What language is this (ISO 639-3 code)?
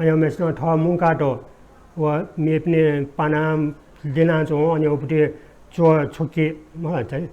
new